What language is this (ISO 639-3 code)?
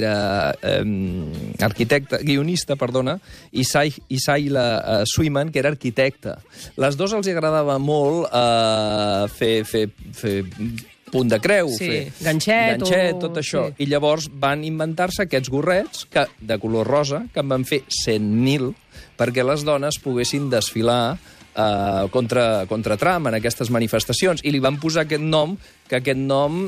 cat